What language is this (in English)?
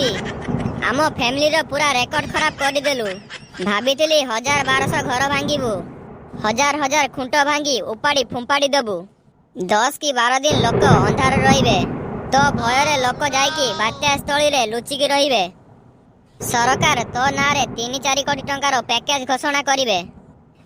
Odia